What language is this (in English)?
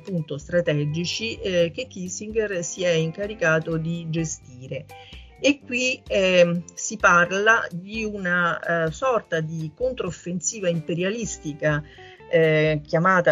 Italian